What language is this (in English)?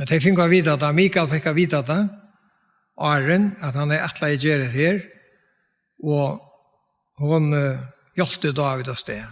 Faroese